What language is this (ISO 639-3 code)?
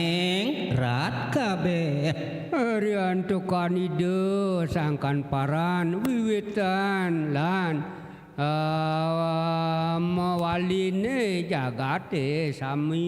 ban